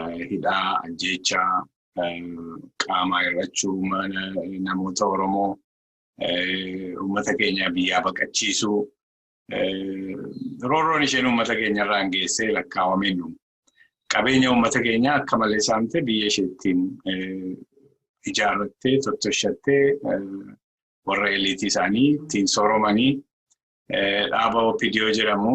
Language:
Oromo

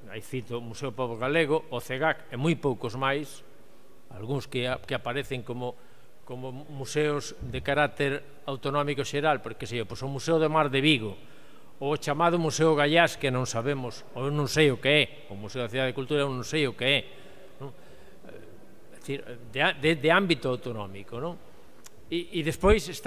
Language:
Galician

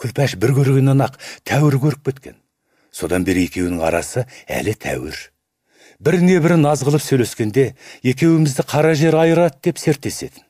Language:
Kazakh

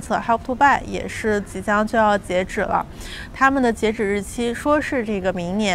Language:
Chinese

